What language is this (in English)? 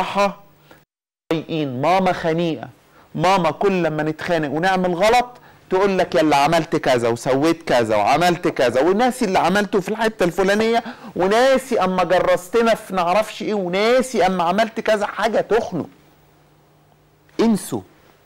Egyptian Arabic